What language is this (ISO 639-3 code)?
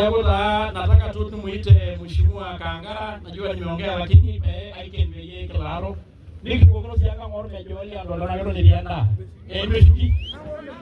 mas